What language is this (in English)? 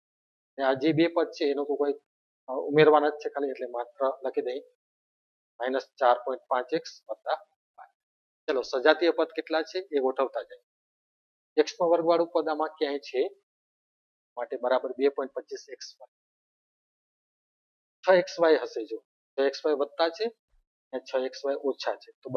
Gujarati